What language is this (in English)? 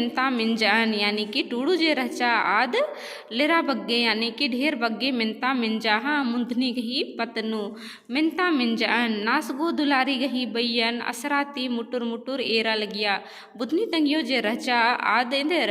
Kurukh